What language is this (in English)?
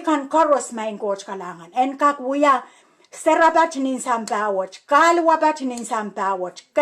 Pohnpeian